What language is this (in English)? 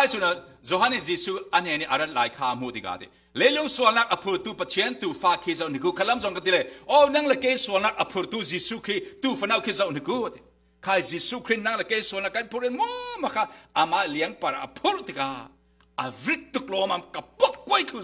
Falam Chin